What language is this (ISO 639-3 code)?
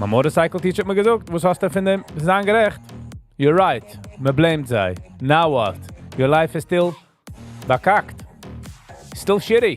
yid